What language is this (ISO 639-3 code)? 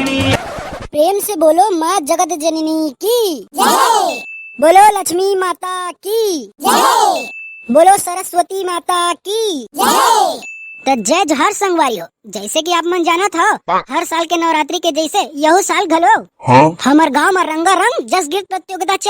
hne